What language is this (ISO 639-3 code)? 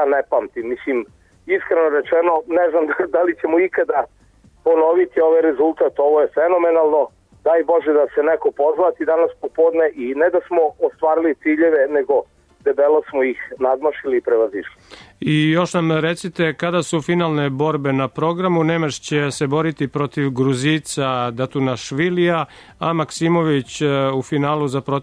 srp